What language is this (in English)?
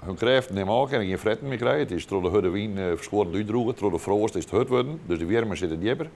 Western Frisian